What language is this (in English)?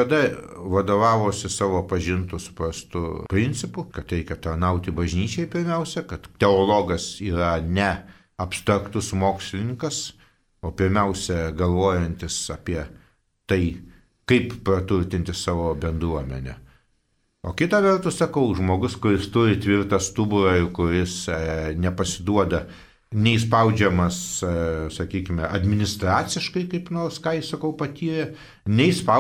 Lithuanian